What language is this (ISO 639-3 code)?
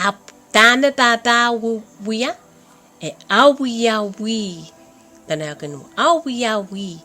pon